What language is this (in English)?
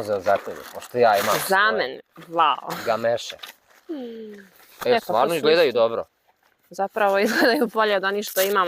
Bosnian